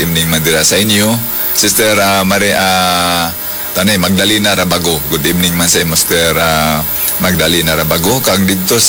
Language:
Hiligaynon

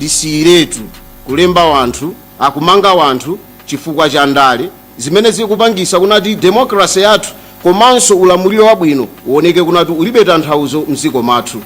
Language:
Nyanja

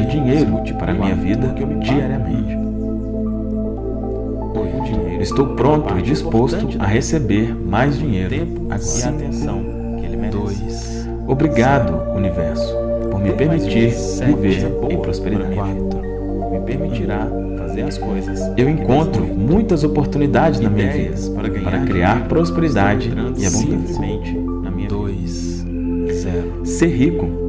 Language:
Portuguese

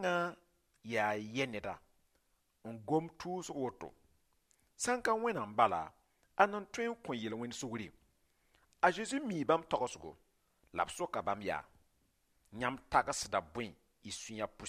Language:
Mossi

